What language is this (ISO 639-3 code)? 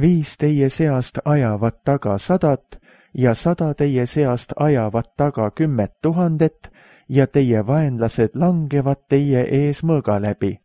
est